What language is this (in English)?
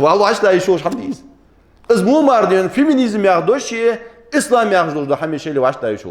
Ingush